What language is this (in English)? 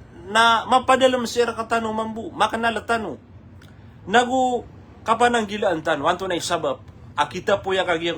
Maranao